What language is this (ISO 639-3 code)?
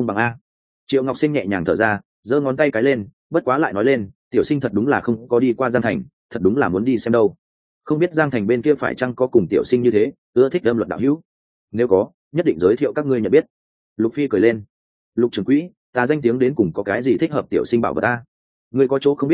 vie